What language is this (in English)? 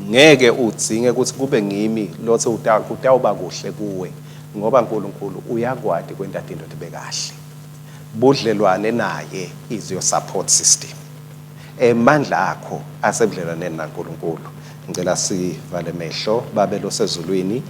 Swati